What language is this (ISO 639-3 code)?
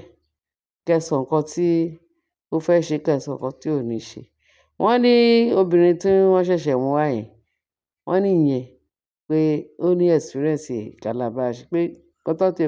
yor